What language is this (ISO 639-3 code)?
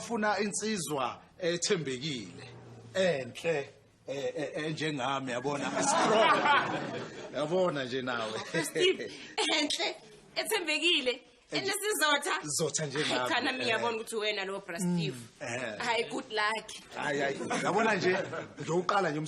zul